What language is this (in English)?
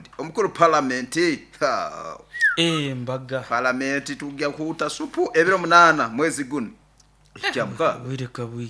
Nyoro